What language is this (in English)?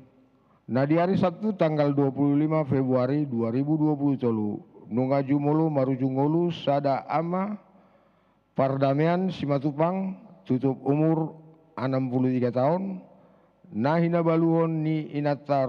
Batak Toba